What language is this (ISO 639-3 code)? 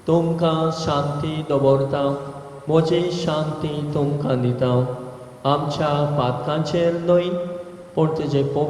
kok